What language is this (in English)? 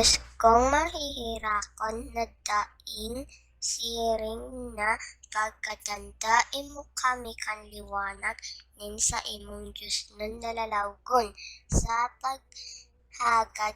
Bikol